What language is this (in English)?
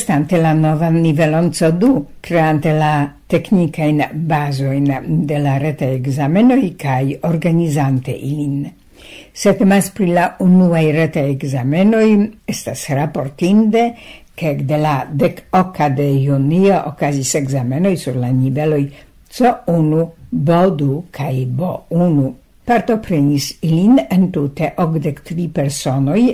Esperanto